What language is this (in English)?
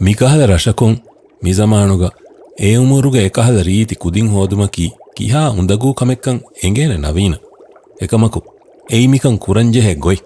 Divehi